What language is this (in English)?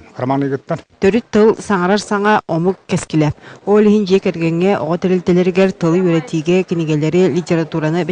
Yakut